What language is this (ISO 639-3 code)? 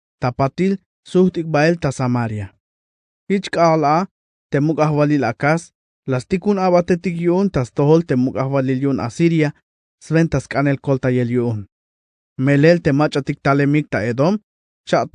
tzh